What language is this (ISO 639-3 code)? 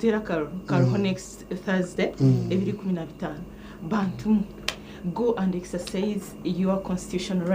nyn